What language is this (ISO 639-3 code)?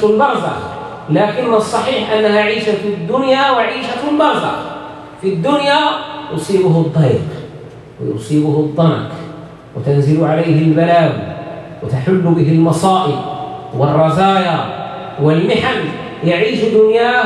ara